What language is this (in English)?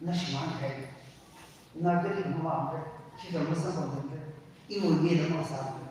Tangkhul Naga (India)